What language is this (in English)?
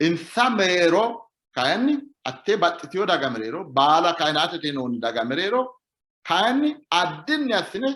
Sidamo